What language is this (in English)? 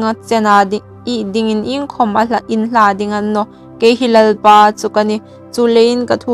Hmar